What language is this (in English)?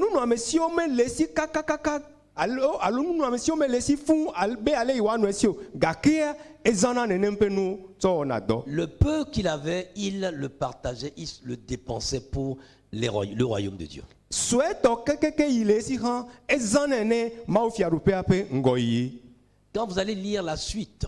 Ewe